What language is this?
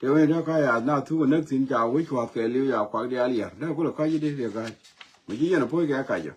Nuer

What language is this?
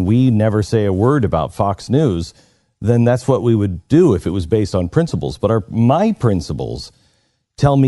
English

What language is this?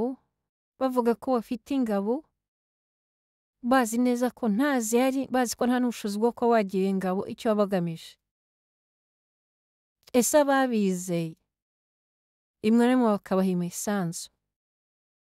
Kinyarwanda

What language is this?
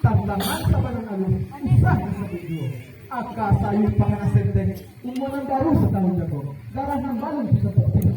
Minangkabau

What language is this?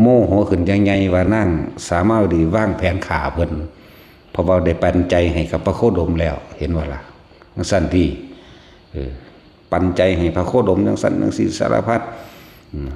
Northeastern Thai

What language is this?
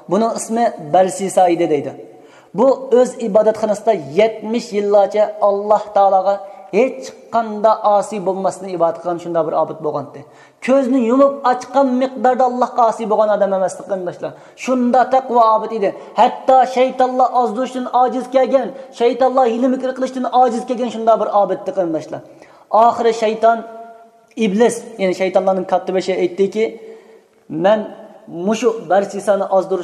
Uyghur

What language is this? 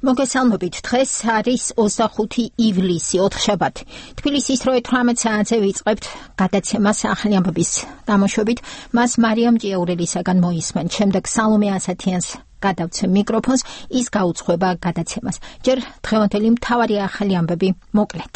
Georgian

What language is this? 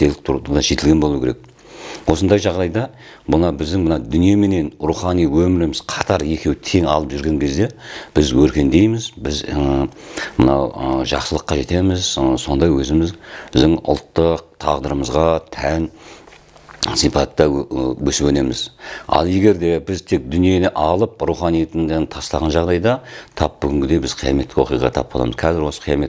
Kazakh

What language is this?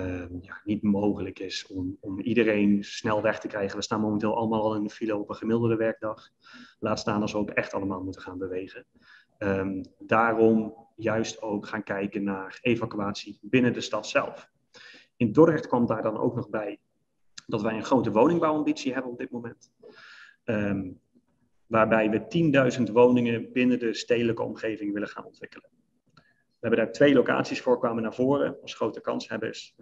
Dutch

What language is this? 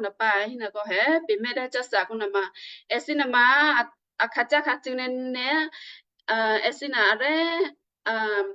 Western Kayah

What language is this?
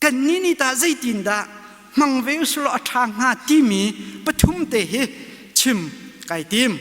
Hakha Chin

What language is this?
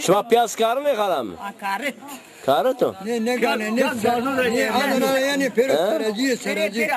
Zaza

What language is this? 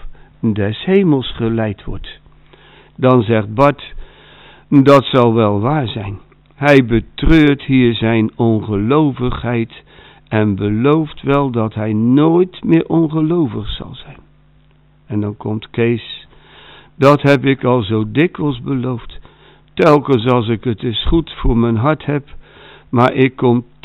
Dutch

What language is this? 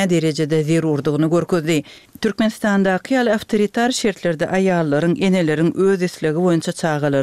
Turkmen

